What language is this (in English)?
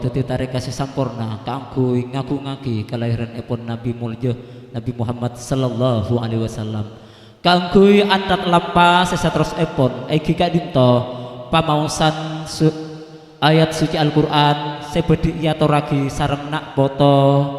Madurese